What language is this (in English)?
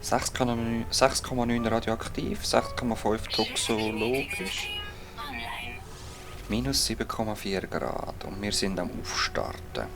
Swiss German